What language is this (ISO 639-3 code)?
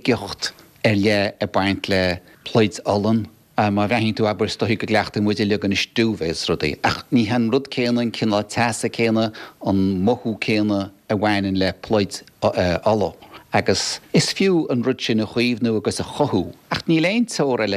gle